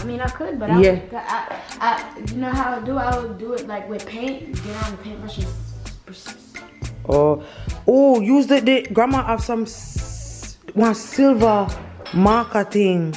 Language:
Jamaican Creole English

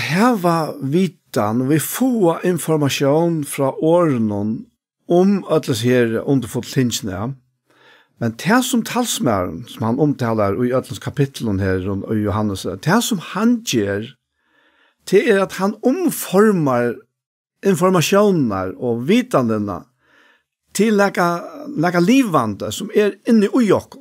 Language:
Faroese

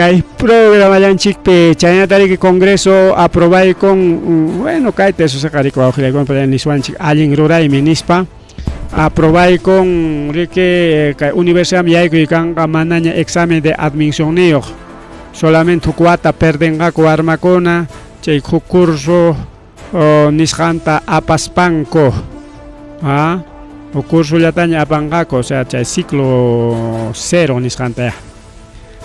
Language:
Ayacucho Quechua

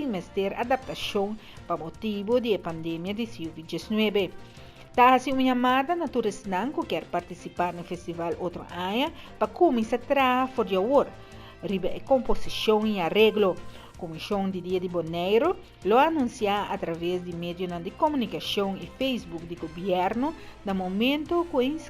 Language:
Papiamento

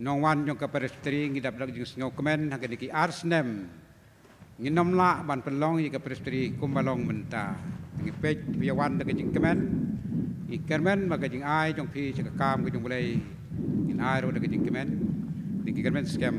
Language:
Khasi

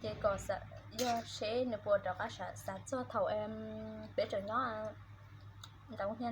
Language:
Hmong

